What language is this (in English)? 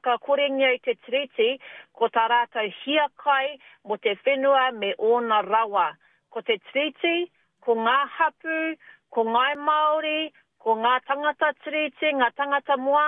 Māori